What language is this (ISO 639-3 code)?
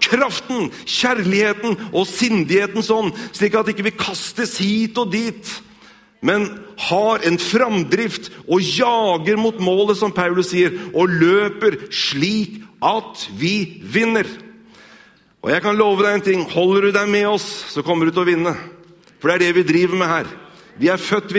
nor